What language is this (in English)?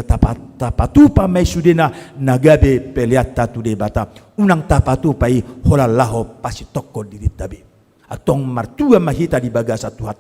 Batak Toba